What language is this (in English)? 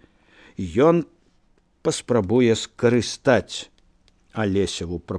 Belarusian